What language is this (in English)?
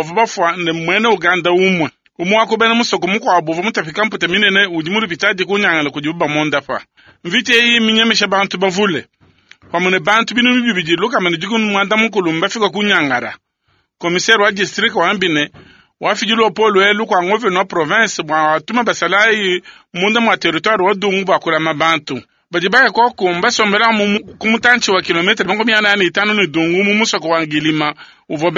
Luba-Lulua